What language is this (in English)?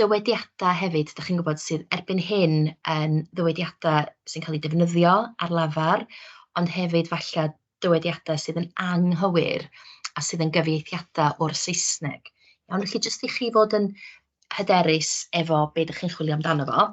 Welsh